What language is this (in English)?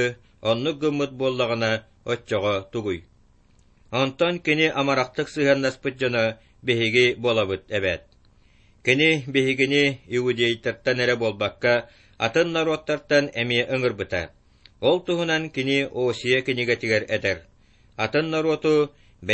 Yakut